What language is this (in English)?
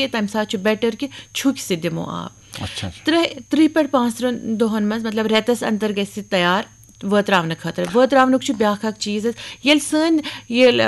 Kashmiri